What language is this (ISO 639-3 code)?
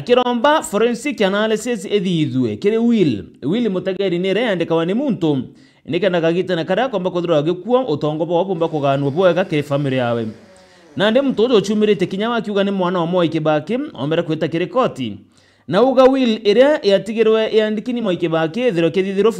mer